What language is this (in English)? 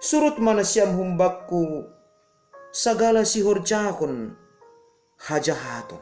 Batak Simalungun